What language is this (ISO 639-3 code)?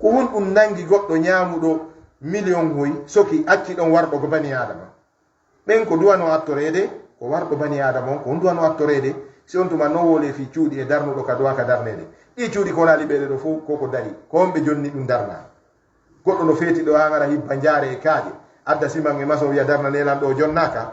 ful